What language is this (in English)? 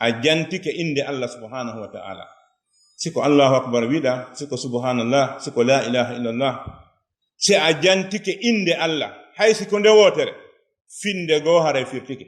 Fula